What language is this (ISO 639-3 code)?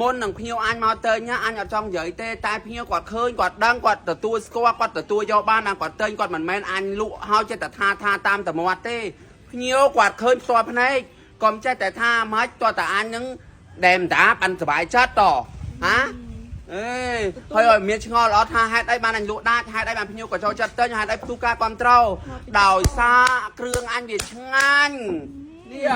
khm